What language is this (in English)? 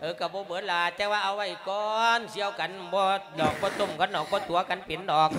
Lao